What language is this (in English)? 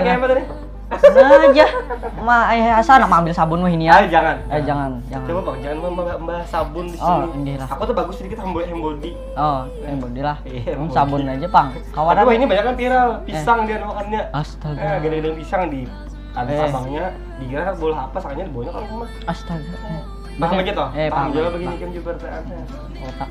Banjar